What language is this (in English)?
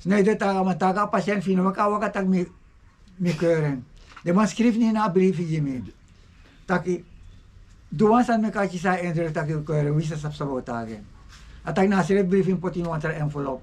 Sranan Tongo